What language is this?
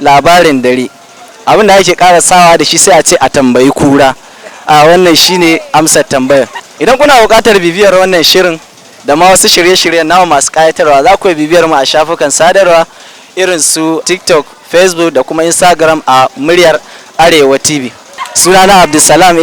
Hausa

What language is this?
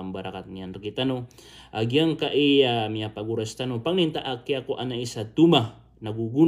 Maranao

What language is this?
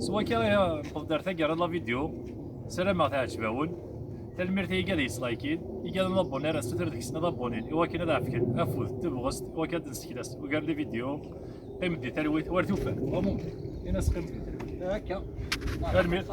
Kabyle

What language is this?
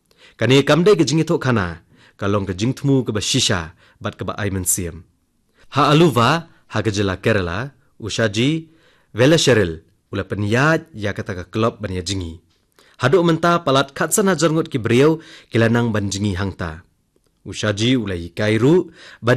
Khasi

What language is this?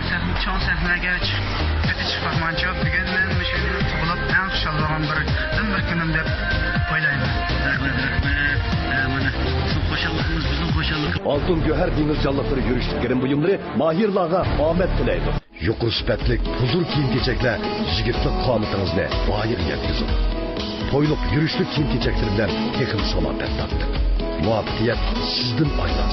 Uyghur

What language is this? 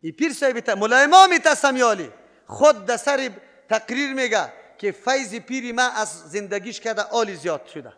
Persian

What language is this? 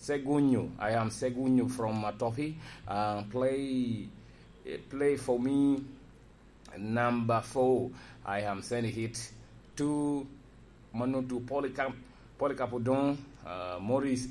Lango (Uganda)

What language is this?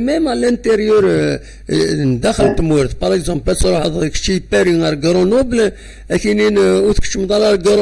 Kabyle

